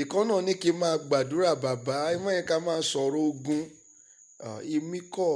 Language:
Yoruba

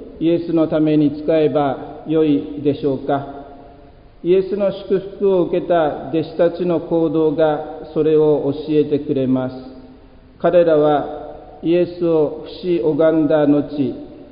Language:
Japanese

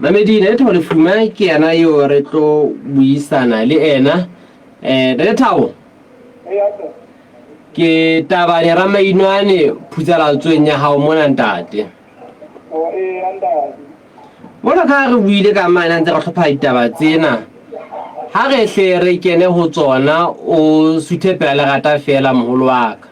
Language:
Southern Sotho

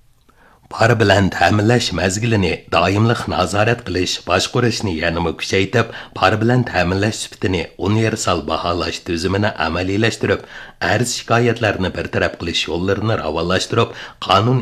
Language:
Uyghur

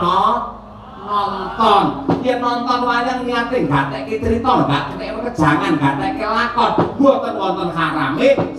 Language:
Javanese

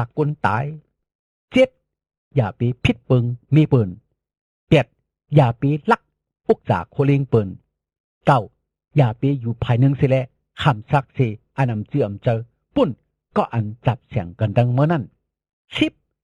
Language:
Shan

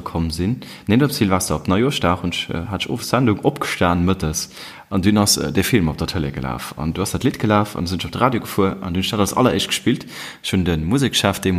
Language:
Luxembourgish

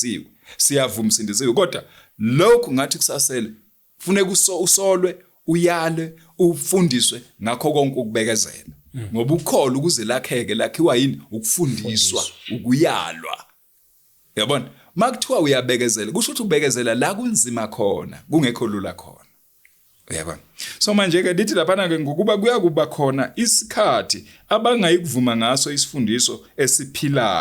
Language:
Zulu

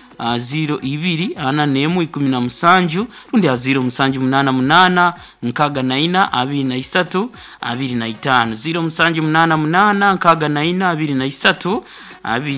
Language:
Nyoro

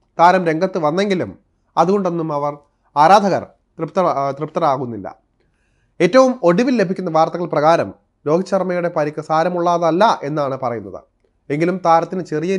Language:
Malayalam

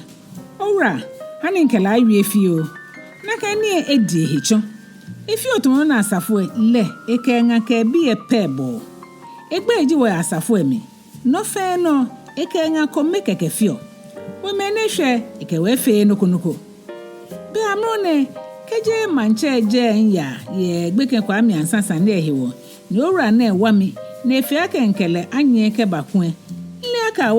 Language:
Ga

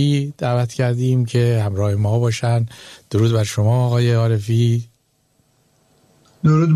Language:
Persian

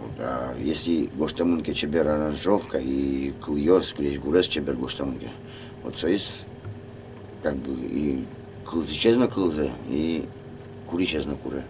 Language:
Udmurt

